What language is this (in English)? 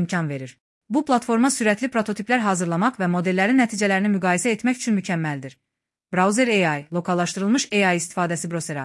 Azerbaijani